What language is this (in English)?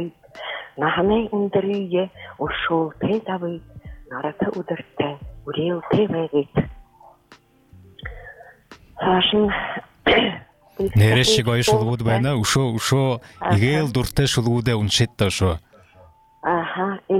Buriat